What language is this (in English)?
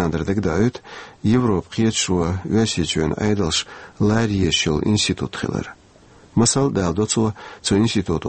Chechen